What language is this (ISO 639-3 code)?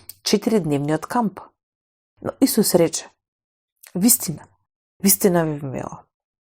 mkd